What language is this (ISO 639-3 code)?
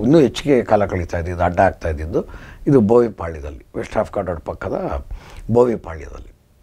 kan